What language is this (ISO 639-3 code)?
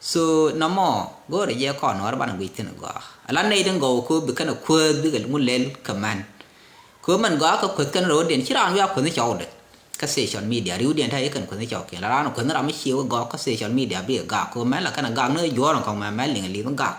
nus